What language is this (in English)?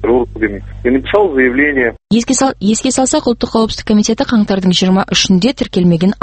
Kazakh